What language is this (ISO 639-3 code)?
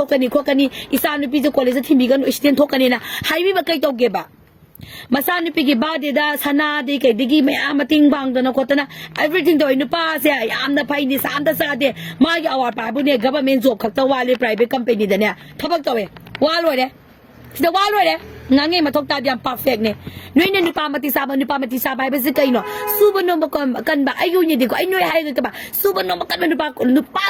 mni